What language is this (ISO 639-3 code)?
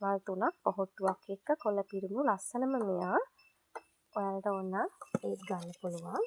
sin